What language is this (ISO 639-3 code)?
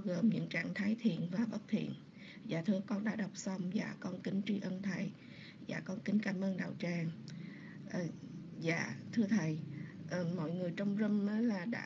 vie